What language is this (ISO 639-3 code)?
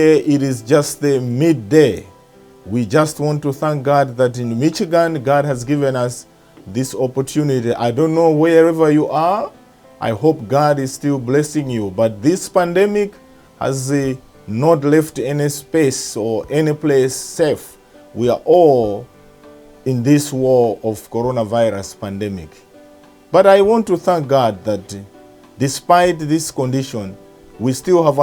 eng